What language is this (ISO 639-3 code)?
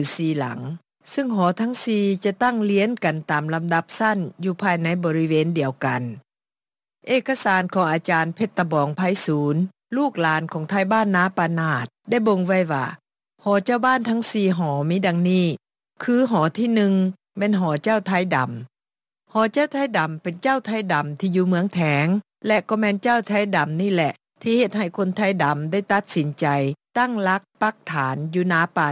lao